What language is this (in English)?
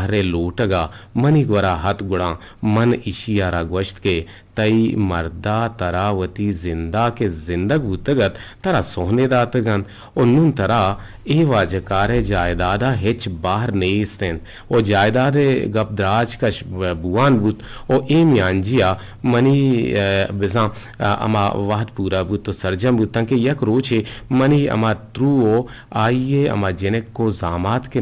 Eastern Balochi